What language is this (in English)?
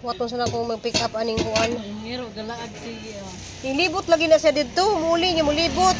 Cebuano